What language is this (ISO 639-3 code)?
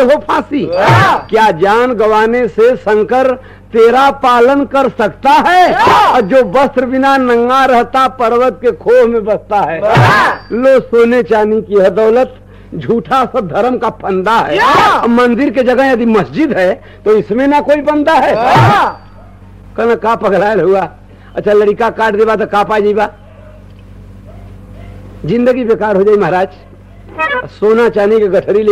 bho